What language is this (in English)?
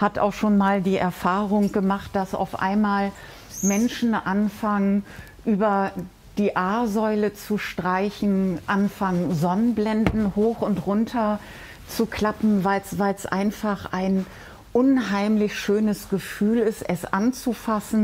German